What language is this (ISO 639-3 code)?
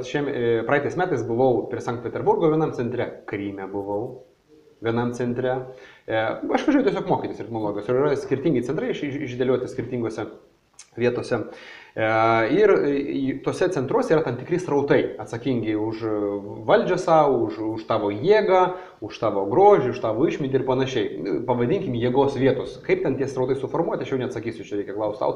lit